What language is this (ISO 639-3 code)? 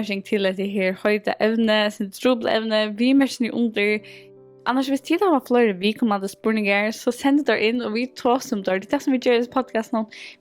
fao